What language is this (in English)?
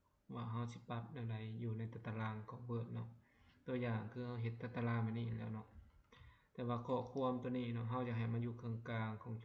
Lao